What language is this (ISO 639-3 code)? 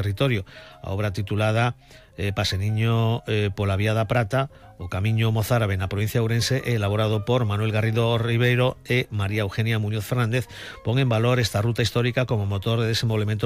glg